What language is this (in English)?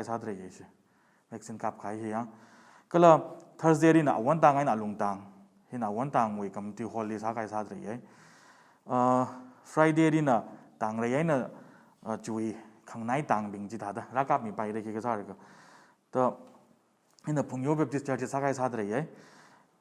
Tangkhul Naga (India)